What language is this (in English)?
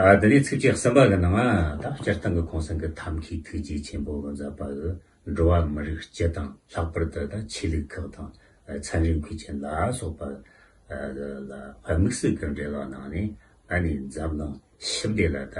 Tibetan